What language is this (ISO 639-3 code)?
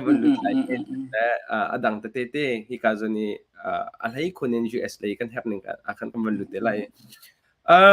cnh